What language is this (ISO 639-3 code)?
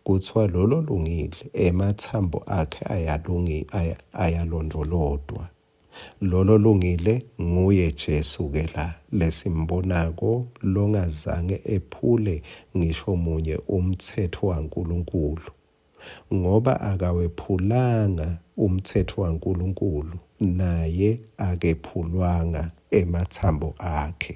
ssw